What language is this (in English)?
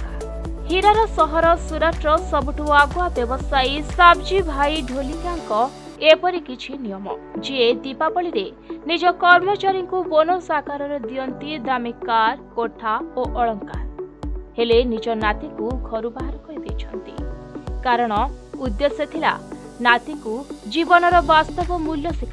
Odia